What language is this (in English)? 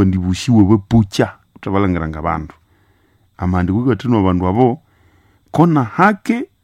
Nande